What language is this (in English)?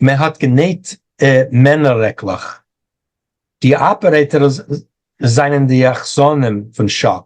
Yiddish